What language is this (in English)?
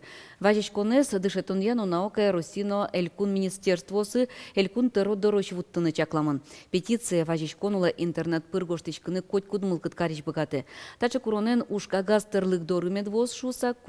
Udmurt